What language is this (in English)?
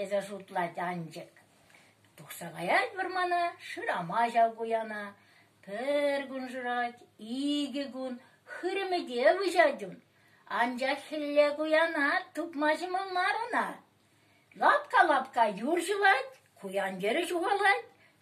Chuvash